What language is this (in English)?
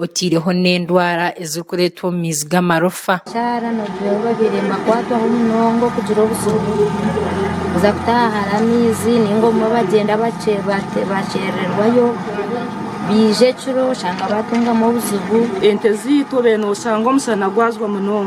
Nyankole